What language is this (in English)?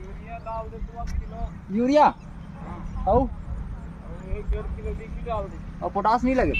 Chhattisgarhi